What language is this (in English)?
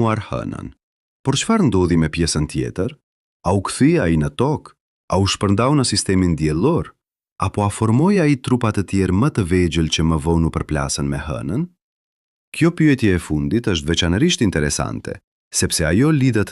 Albanian